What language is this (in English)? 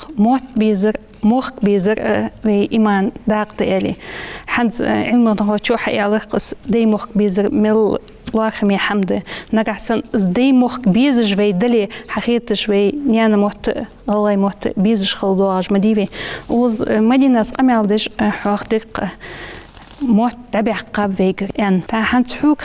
Ingush